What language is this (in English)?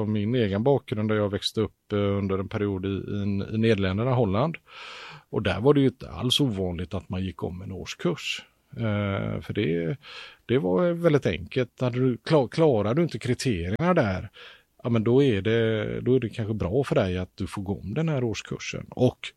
Swedish